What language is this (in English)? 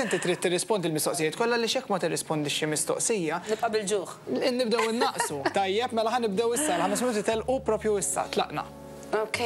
Maltese